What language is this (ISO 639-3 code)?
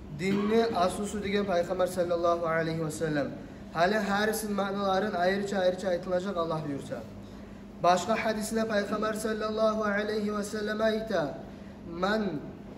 kum